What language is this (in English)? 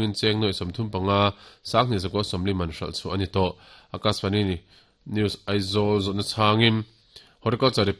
Mizo